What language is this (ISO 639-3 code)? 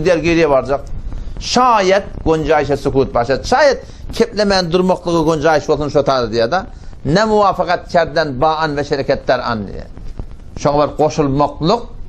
tuk